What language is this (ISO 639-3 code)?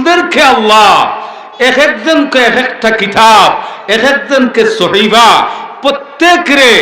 syl